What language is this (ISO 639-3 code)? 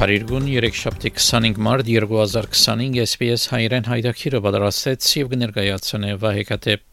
hye